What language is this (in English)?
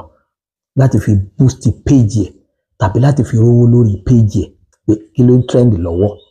Yoruba